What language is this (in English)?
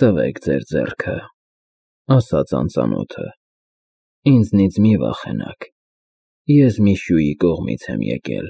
Armenian